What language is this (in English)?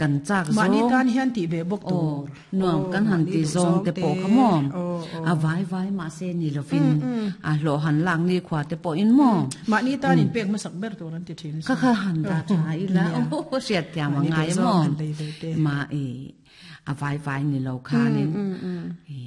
Mizo